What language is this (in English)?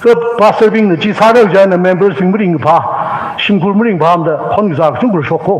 Tangkhul Naga (India)